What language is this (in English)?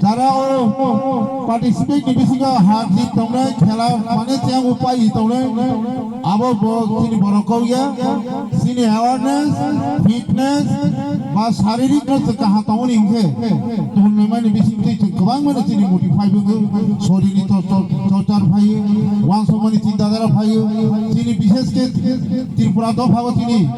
Kok Borok